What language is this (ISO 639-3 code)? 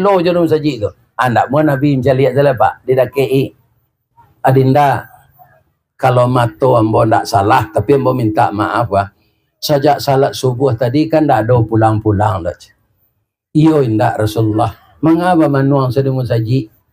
min